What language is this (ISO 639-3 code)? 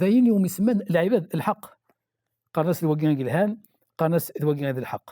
kab